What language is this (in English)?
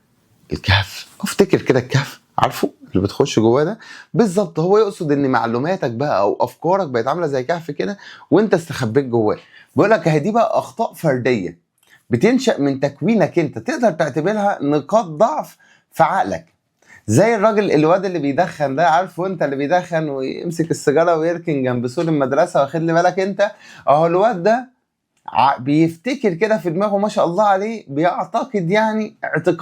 Egyptian Arabic